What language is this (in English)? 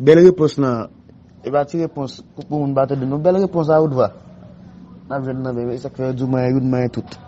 Haitian Creole